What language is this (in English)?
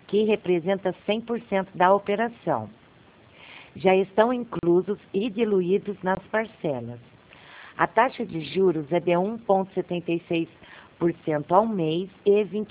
Portuguese